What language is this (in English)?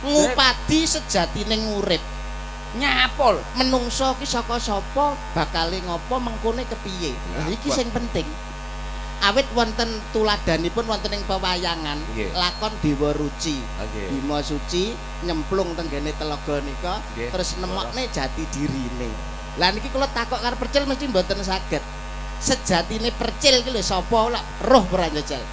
Javanese